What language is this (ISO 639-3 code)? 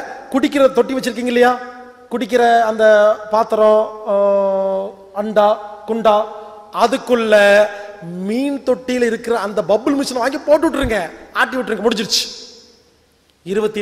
tam